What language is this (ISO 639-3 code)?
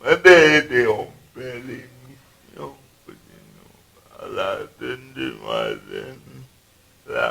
hat